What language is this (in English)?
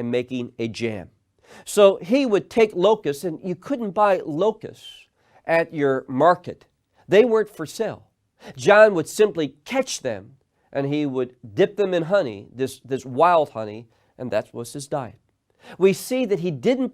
English